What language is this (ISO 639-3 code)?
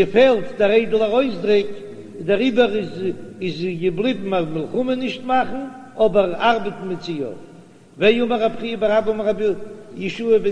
yid